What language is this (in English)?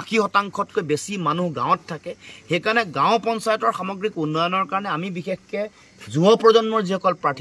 Assamese